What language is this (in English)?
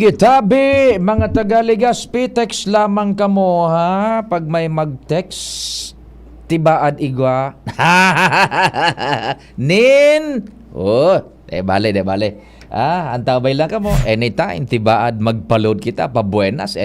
Bikol